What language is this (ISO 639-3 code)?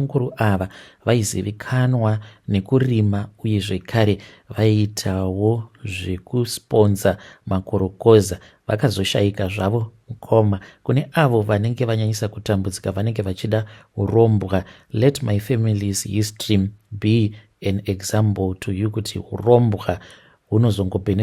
sna